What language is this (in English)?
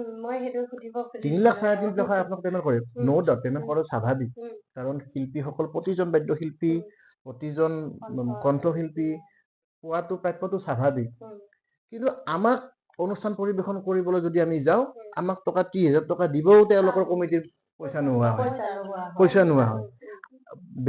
Assamese